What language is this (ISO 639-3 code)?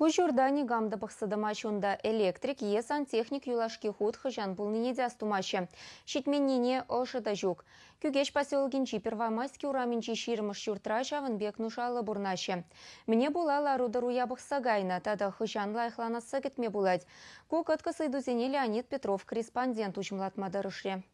chv